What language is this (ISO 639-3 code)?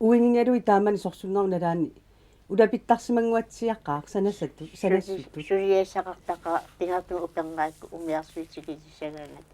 kal